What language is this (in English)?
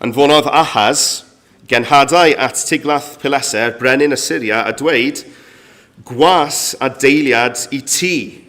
Welsh